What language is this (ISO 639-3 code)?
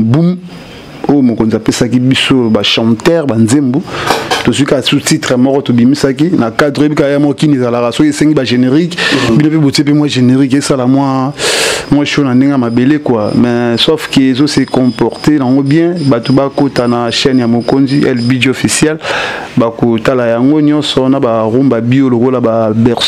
lin